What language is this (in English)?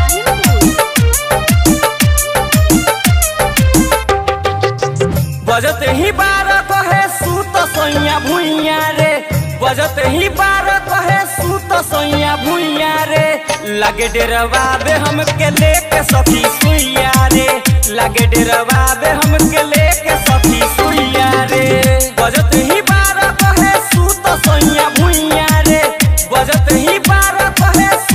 Bhojpuri